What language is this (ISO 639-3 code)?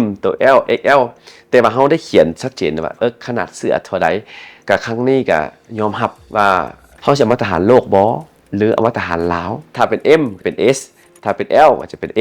lao